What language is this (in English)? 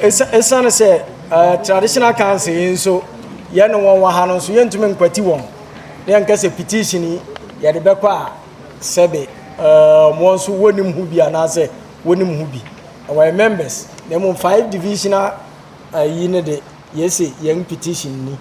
Akan